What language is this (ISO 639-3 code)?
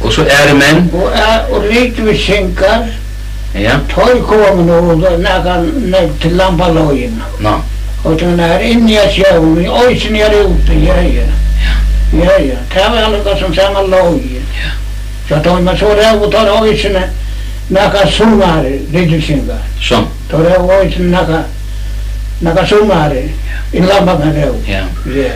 fao